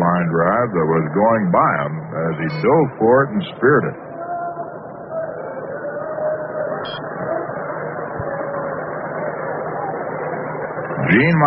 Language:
English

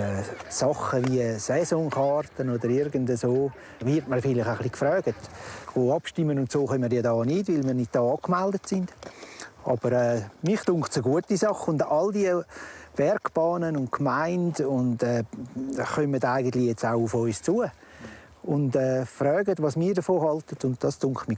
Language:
Romansh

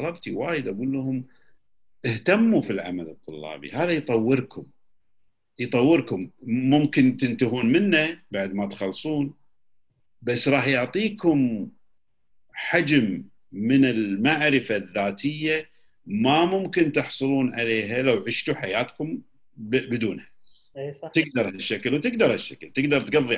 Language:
Gulf Arabic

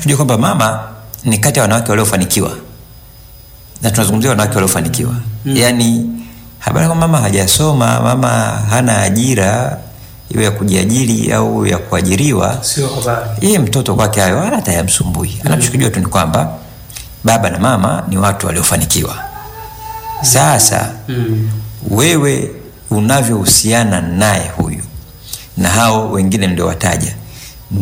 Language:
Swahili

